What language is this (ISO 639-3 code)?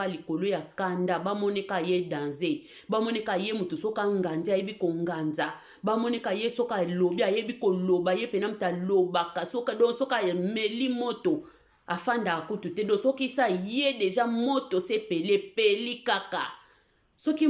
lin